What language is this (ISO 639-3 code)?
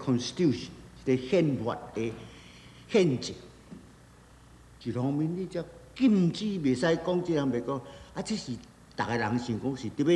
nan